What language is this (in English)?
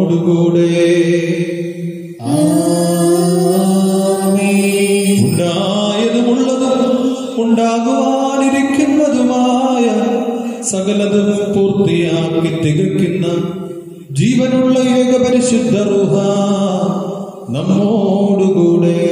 Malayalam